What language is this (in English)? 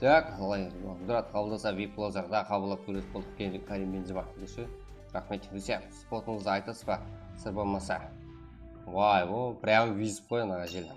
Kara-Kalpak